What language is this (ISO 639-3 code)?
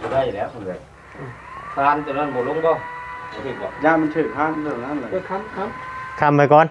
tts